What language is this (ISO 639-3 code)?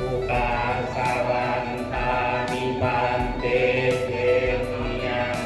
pli